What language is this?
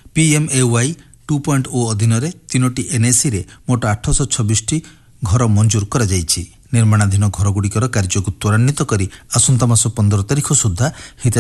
Odia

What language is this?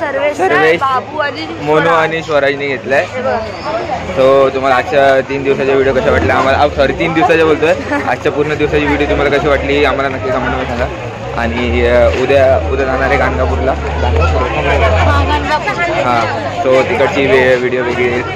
Marathi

